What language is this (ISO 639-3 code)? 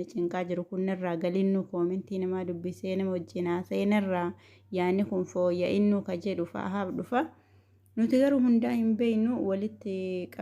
orm